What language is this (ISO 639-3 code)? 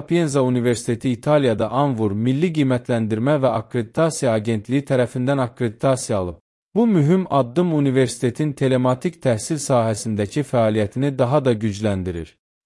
aze